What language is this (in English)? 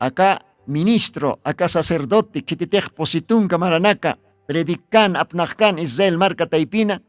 Aymara